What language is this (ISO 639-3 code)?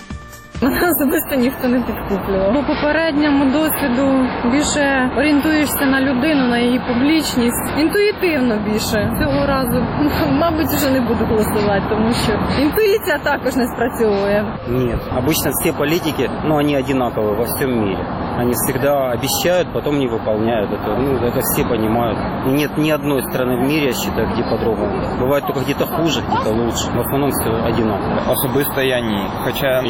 ukr